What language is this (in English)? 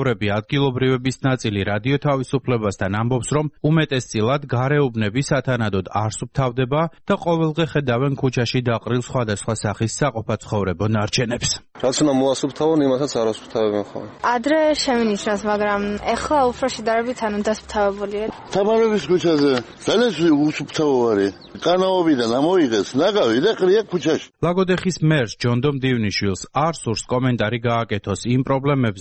Georgian